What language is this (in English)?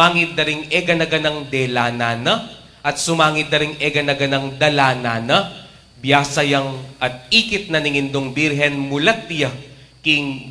Pampanga